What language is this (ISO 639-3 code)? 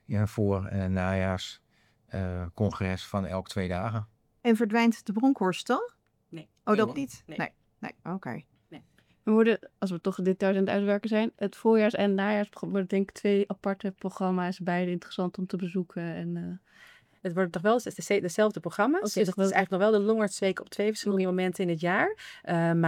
nld